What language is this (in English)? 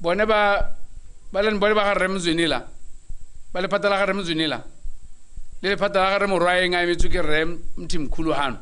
Tswana